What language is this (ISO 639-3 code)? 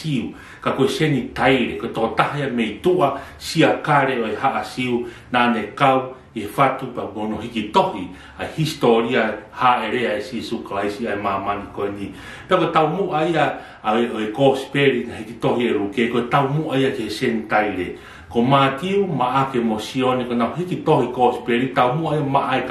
ton